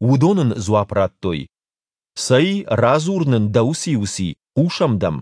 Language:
Ossetic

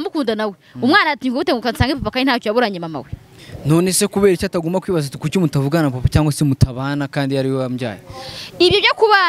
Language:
Kinyarwanda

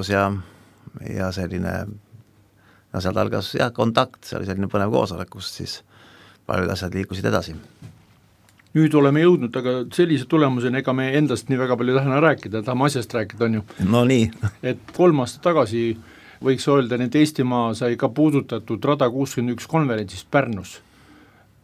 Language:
Estonian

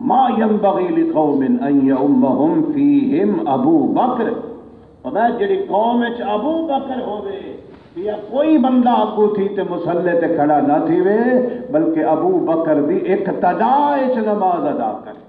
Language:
Saraiki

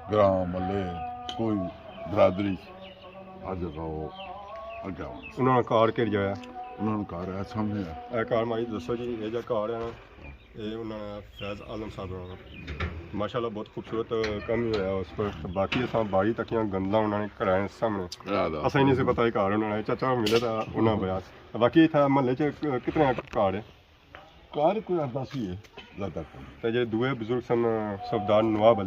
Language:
Pahari-Potwari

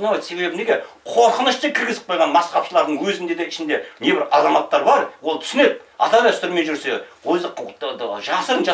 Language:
Kazakh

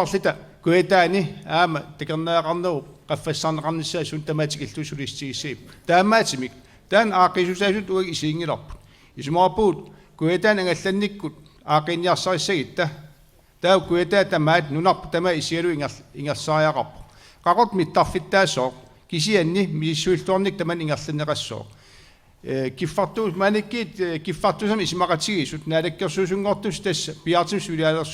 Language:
Kalaallisut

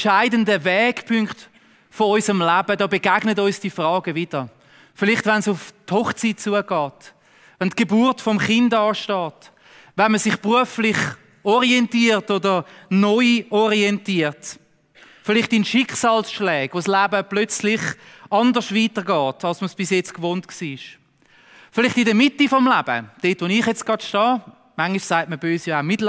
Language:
Swiss German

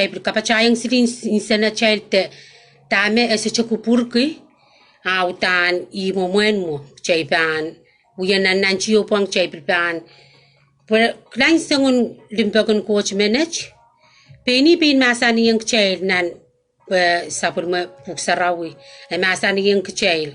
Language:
Pohnpeian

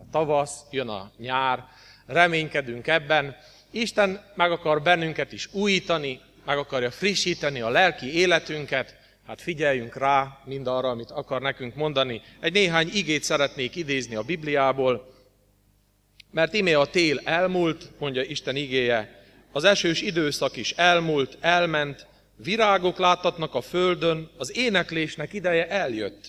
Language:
Hungarian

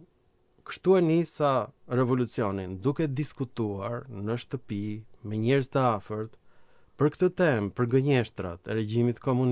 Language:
Albanian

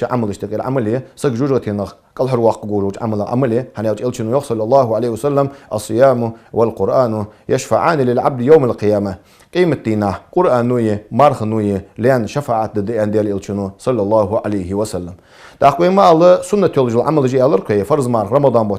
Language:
Ingush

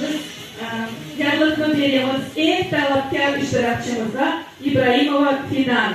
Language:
Crimean Tatar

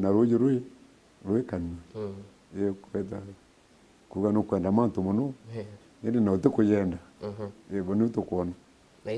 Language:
Meru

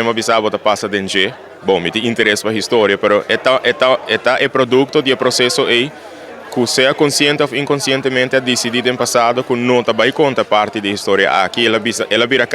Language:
Papiamento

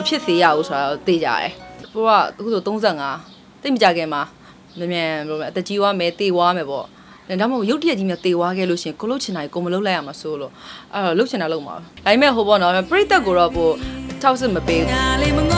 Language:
Burmese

